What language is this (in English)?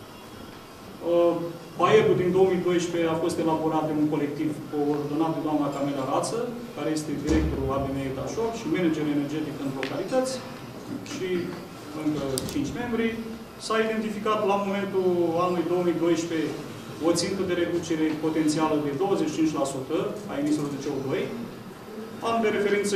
Romanian